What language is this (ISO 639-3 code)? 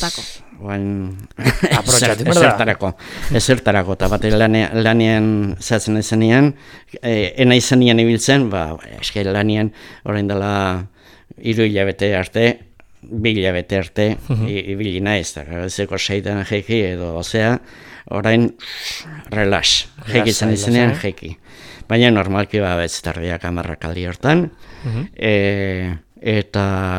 eus